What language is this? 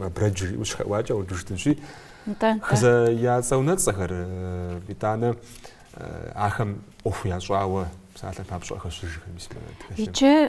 Kabardian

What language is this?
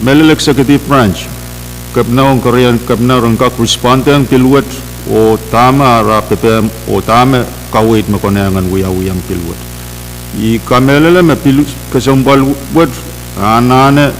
Pohnpeian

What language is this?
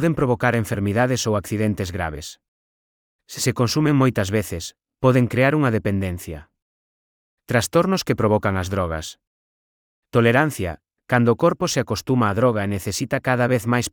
Galician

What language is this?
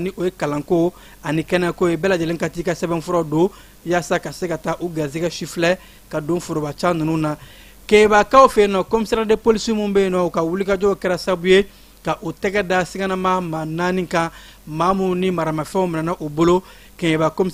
Bambara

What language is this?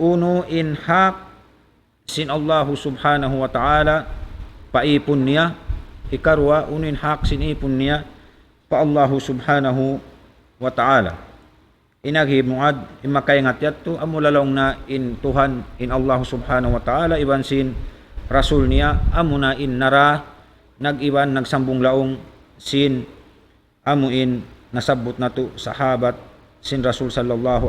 Tausug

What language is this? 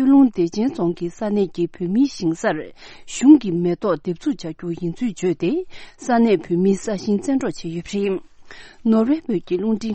Tibetan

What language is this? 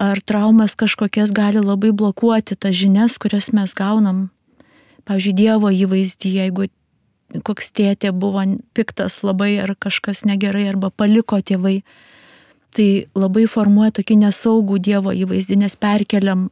Lithuanian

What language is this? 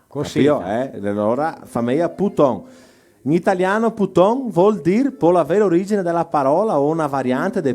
Venetian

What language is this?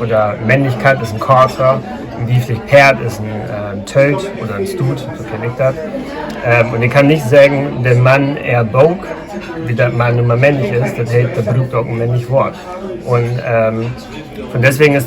Low German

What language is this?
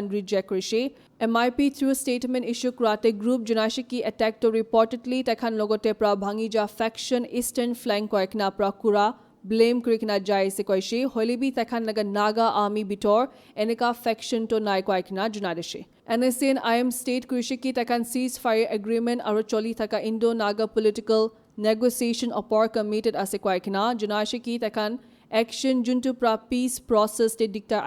Naga Pidgin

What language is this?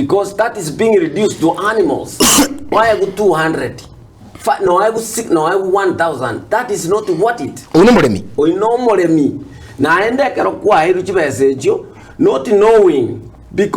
Gusii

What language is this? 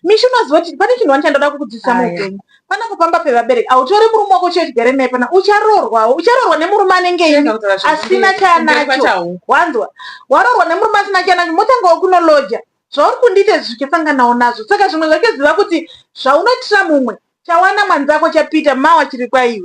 Shona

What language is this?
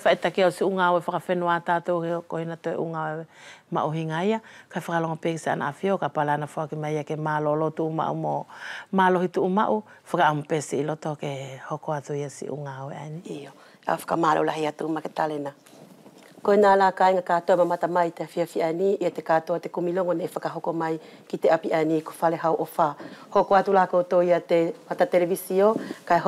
Wallisian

